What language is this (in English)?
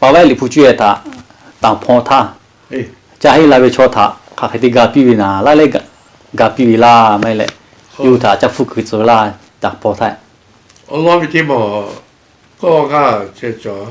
Lahu